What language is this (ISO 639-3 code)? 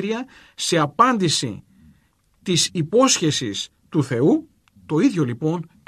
ell